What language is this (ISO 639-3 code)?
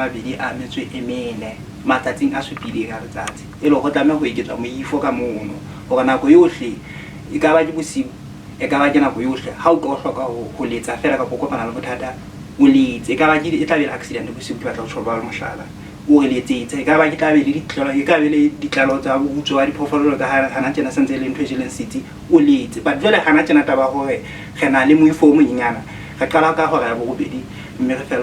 sot